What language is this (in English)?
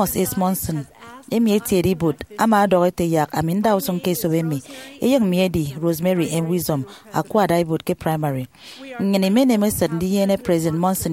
Efik